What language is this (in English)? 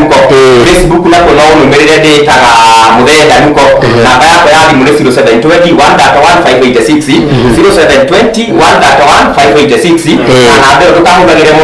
Kikuyu